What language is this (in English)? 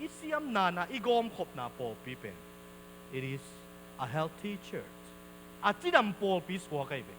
Tedim Chin